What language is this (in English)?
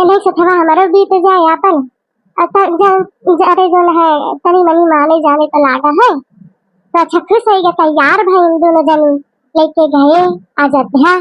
Awadhi